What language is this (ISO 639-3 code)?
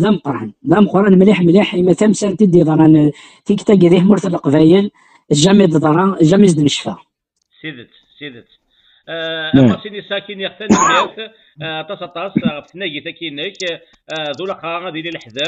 kab